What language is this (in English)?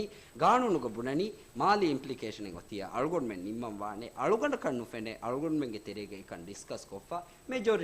Divehi